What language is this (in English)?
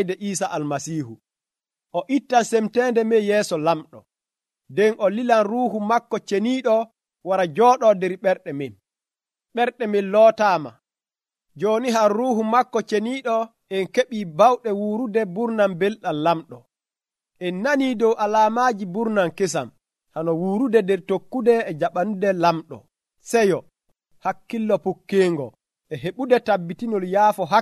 Nigerian Fulfulde